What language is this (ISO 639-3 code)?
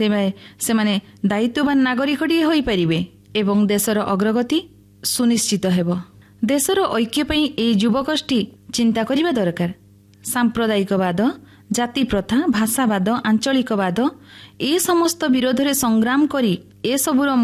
ori